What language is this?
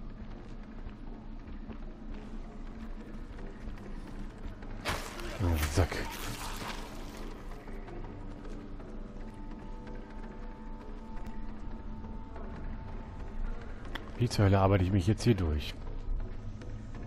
German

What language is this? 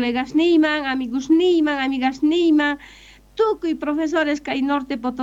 South Bolivian Quechua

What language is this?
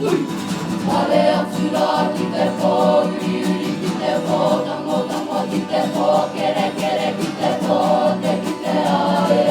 Māori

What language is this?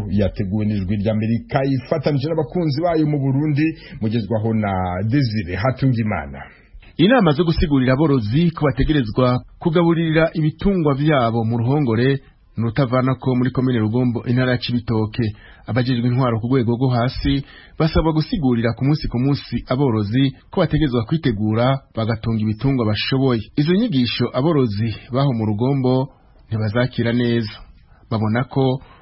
Rundi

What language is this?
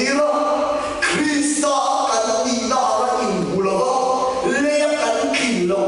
Mizo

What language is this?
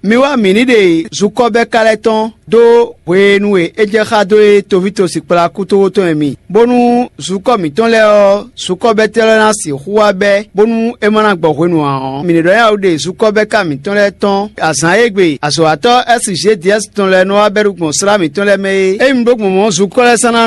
Fon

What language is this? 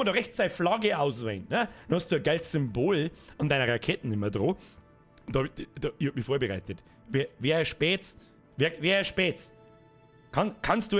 Bavarian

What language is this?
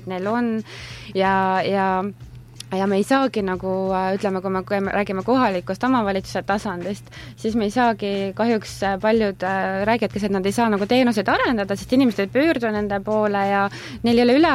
Estonian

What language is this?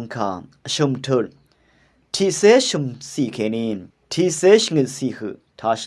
Rawang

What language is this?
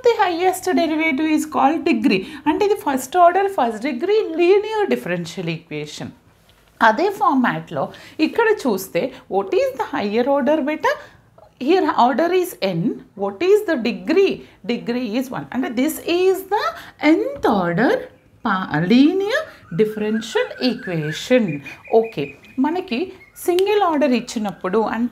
Telugu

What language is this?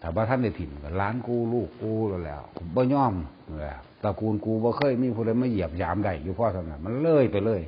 Northeastern Thai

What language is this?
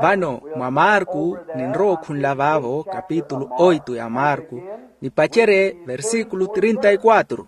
Makhuwa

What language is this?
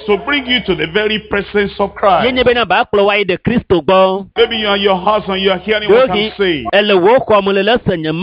Ewe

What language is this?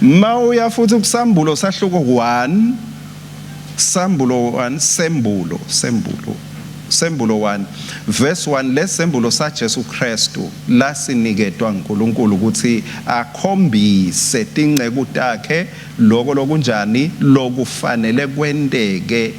Swati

